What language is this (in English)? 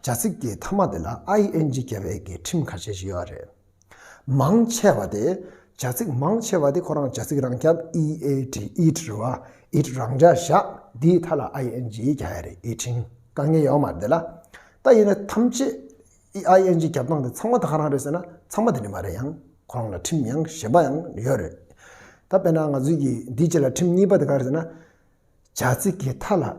Tibetan